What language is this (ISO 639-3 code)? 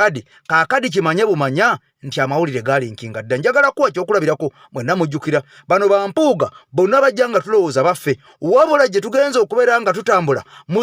lug